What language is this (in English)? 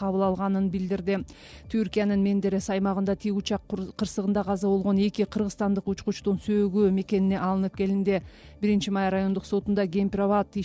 Kyrgyz